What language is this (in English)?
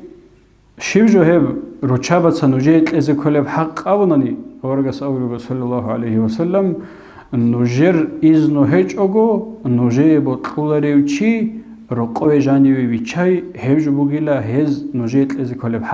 Avaric